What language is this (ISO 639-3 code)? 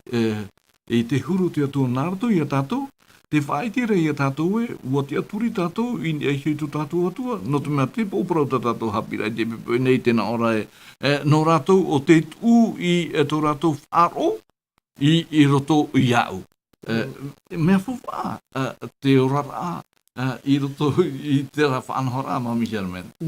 tah